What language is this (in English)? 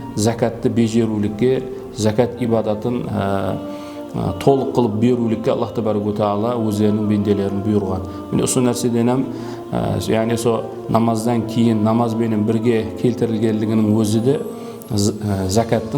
Kara-Kalpak